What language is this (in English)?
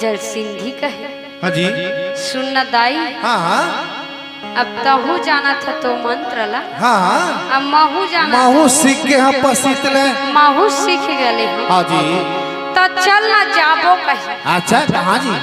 Chhattisgarhi